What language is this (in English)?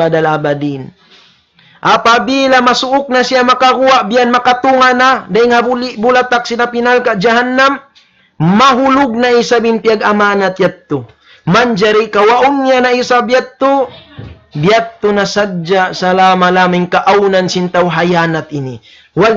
Tausug